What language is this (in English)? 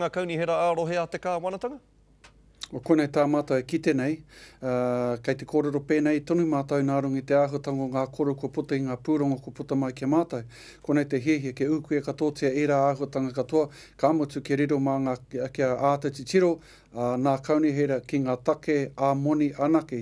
Māori